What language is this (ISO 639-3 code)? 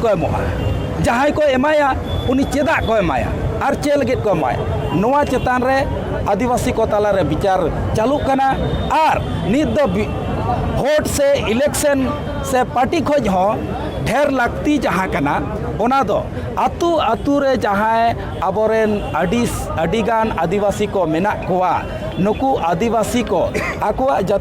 sat